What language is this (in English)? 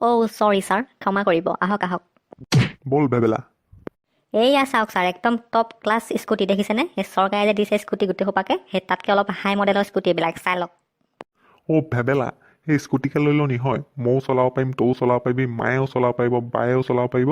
Assamese